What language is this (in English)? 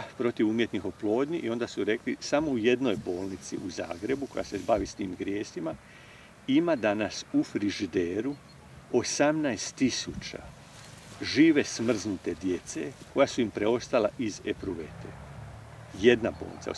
Croatian